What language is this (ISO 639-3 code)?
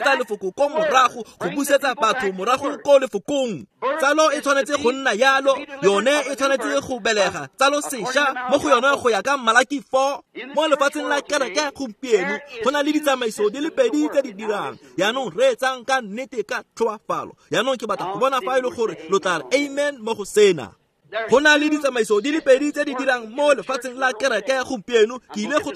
tsn